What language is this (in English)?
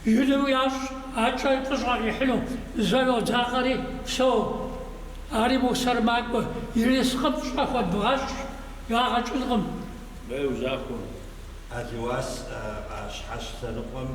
Kabardian